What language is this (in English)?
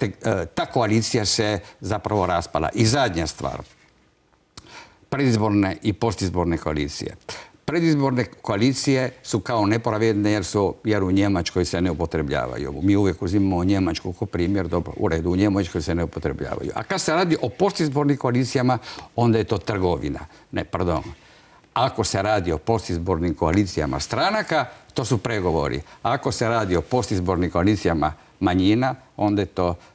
Croatian